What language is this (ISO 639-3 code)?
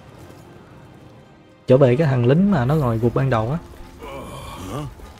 vie